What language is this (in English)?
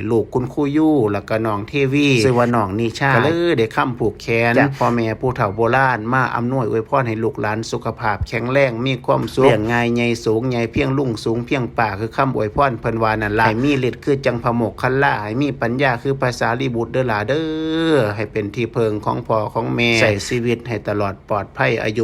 Northeastern Thai